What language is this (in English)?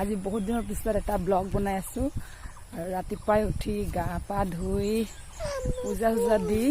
Assamese